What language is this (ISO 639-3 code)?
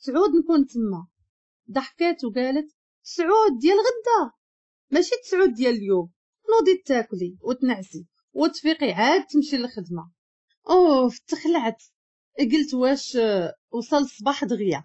ary